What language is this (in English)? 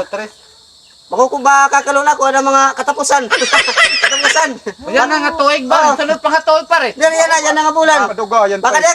Waray